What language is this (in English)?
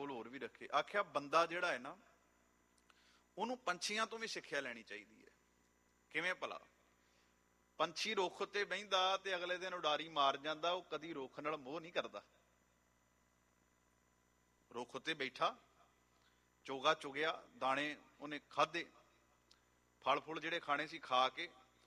Punjabi